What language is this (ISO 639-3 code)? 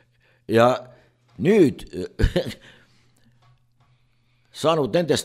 est